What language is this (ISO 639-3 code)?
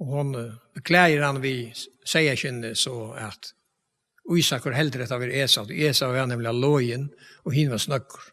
fao